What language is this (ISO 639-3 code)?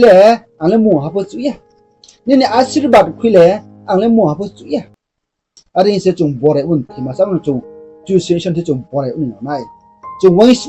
ria